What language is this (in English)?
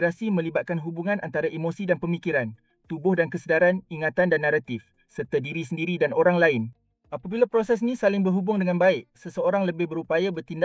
Malay